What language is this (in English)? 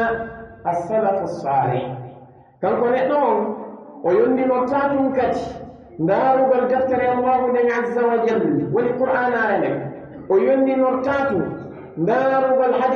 Pular